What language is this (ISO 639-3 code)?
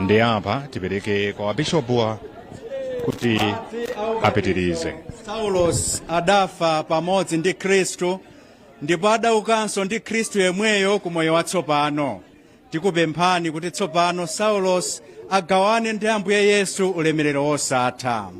nya